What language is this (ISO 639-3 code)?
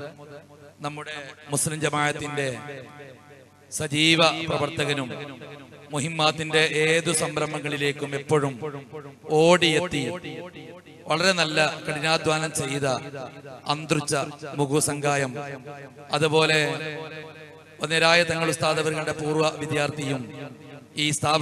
mal